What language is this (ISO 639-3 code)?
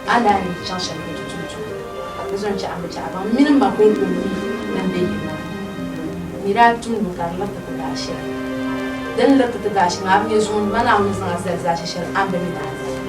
dag